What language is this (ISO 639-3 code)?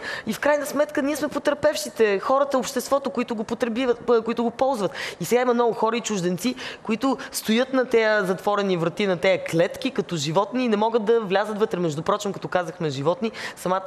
bul